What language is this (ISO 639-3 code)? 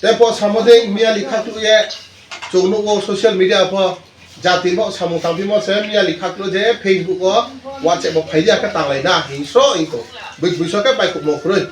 trp